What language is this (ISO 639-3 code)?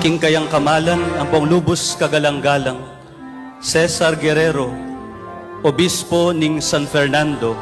pam